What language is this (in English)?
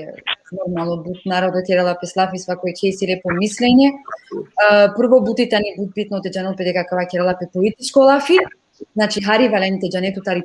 Balkan Romani